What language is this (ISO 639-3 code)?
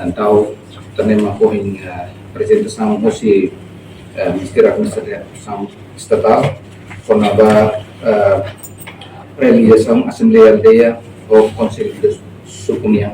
tet